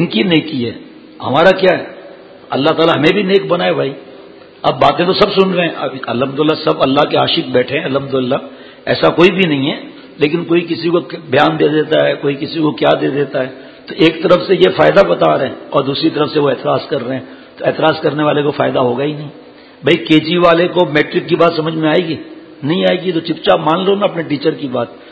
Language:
Urdu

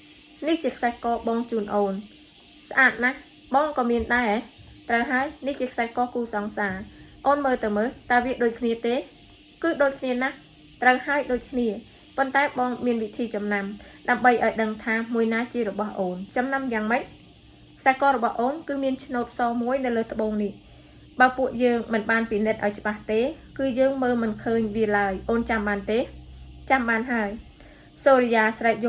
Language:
Khmer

